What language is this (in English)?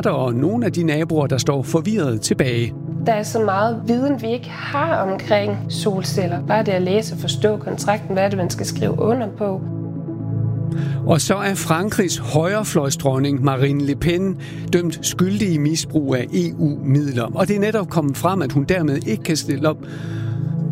Danish